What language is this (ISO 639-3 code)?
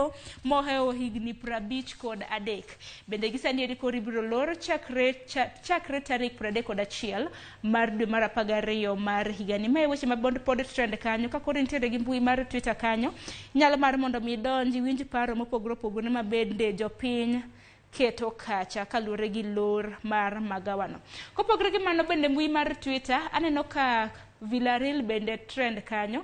luo